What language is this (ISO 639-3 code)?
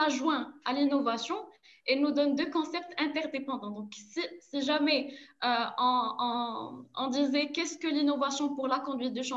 fra